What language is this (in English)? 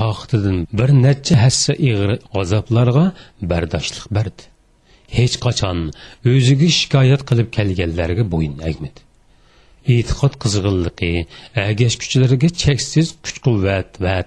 Uyghur